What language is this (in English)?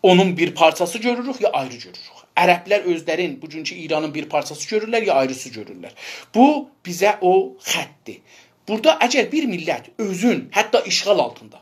South Azerbaijani